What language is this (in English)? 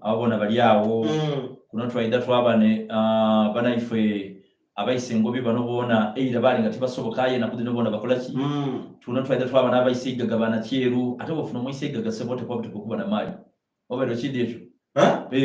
Soga